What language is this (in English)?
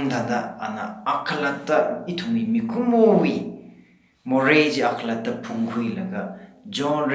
Tangkhul Naga (India)